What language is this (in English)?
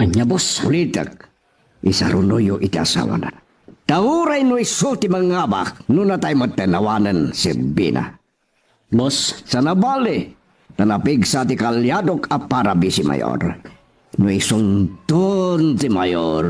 Iloko